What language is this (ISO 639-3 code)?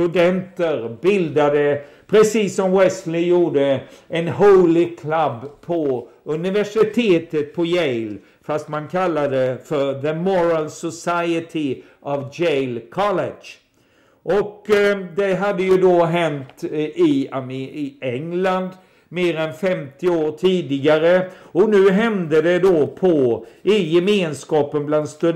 swe